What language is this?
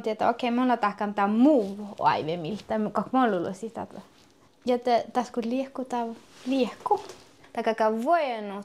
Finnish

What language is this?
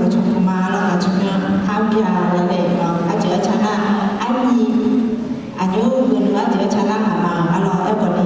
Akha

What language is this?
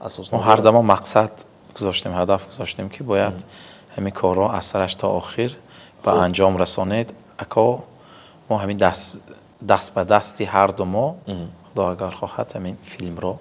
Tajik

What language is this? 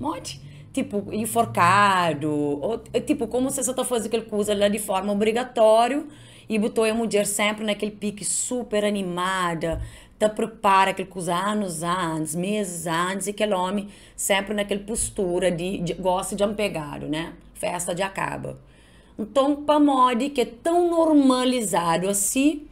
Kabuverdianu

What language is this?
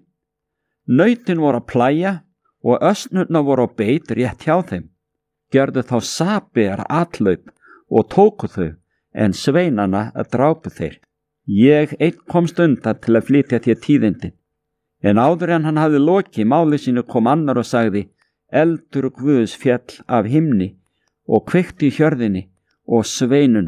Icelandic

